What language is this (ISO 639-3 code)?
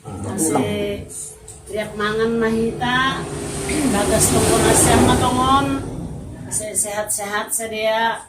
bts